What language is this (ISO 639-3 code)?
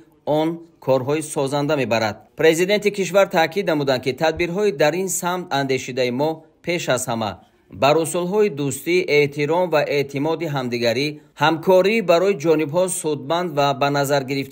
tgk